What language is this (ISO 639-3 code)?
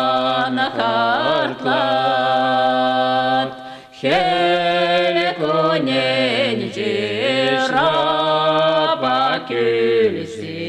chv